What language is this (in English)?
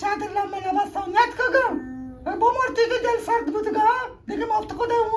Eastern Balochi